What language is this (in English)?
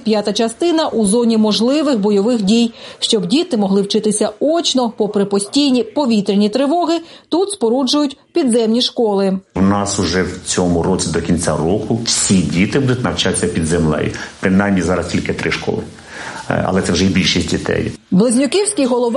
Ukrainian